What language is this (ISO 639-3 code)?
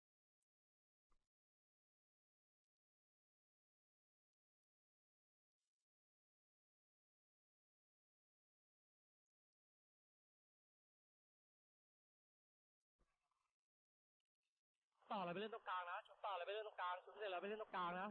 tha